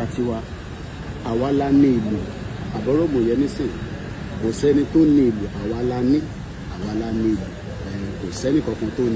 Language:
Yoruba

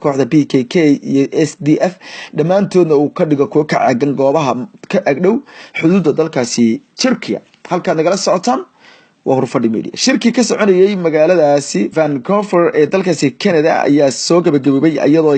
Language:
Somali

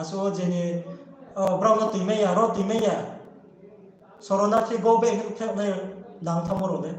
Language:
Riang (India)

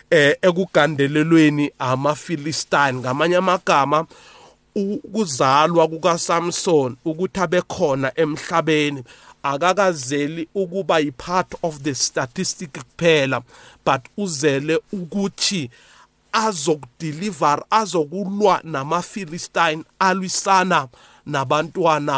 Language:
South Ndebele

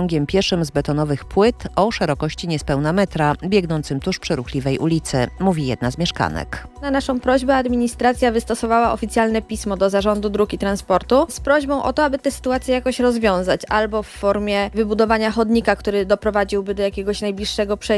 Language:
Polish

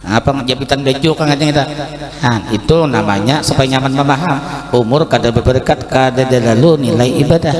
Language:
Banjar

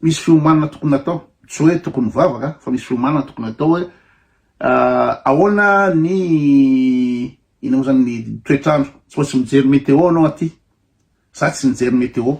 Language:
Malagasy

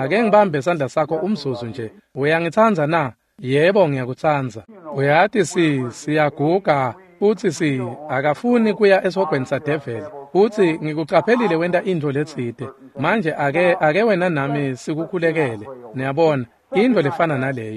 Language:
Swati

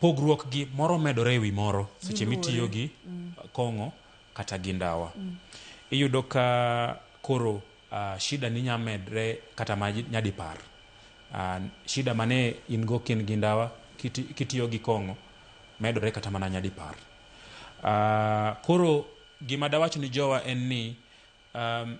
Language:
Luo (Kenya and Tanzania)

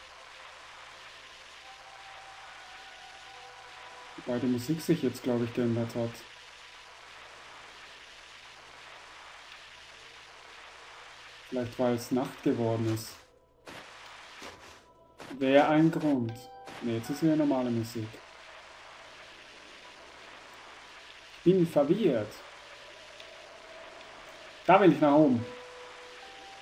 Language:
German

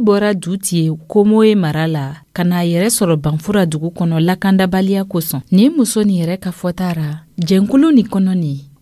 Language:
Dyula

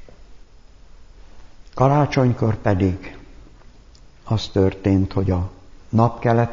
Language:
Hungarian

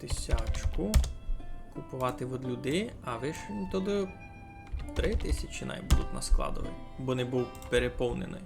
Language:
Rusyn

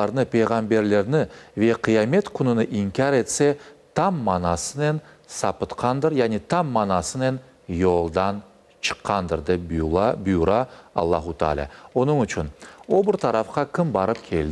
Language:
Crimean Tatar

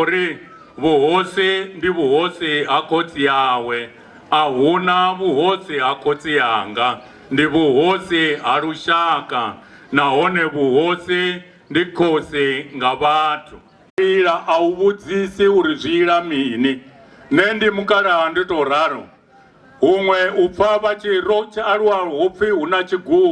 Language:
Venda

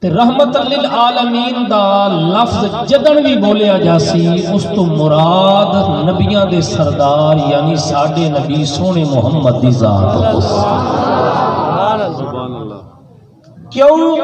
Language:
Saraiki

